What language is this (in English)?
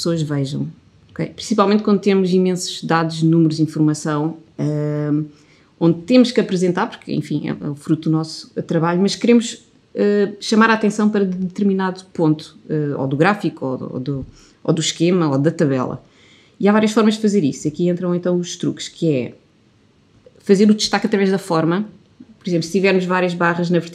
Portuguese